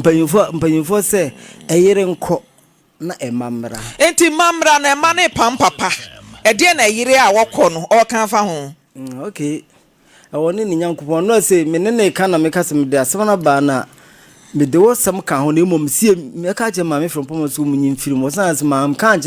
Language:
Akan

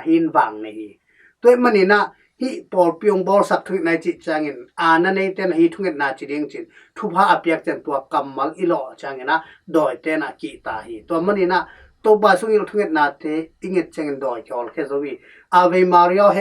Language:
Tedim Chin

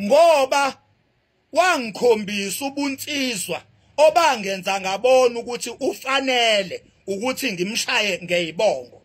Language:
Zulu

